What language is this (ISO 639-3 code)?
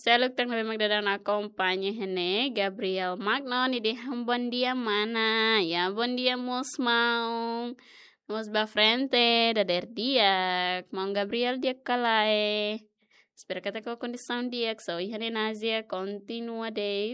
tet